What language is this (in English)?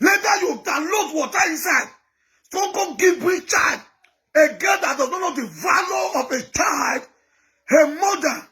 Nigerian Pidgin